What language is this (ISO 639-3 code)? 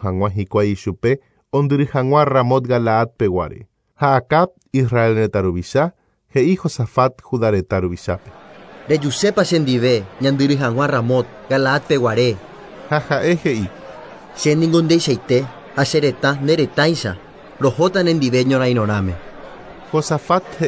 grn